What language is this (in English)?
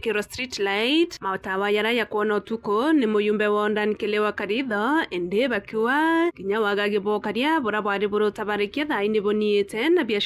Meru